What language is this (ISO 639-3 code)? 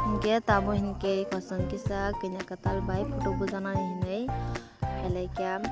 trp